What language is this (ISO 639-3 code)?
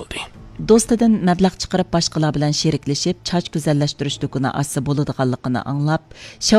uig